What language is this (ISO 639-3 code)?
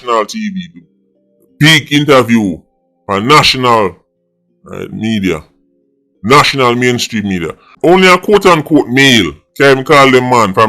jam